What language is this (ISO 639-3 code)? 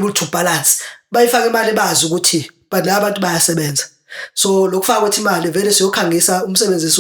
zul